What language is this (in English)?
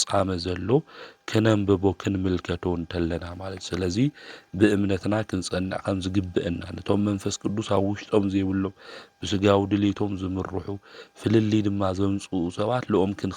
Tigrinya